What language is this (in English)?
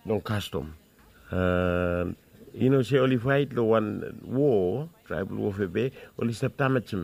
Bislama